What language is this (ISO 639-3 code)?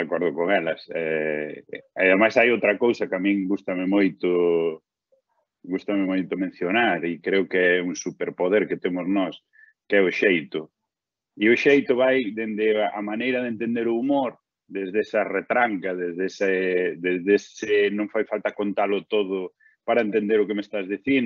glg